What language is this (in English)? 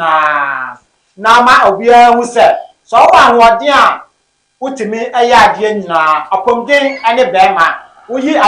Akan